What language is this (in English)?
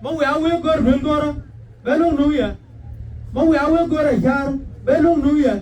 Nuer